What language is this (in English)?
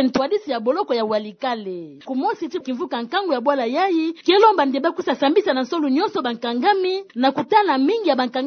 Kituba (Democratic Republic of Congo)